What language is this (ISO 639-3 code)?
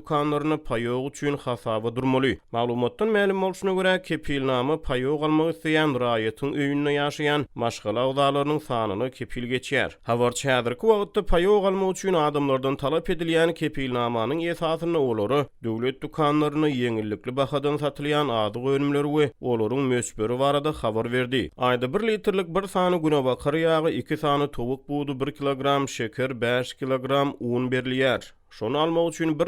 tuk